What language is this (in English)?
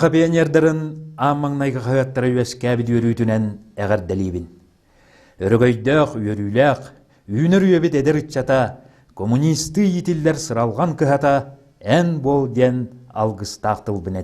Yakut